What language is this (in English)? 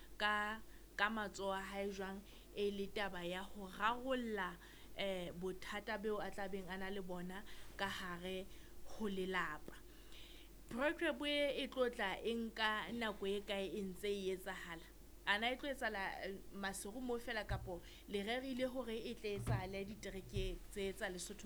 Southern Sotho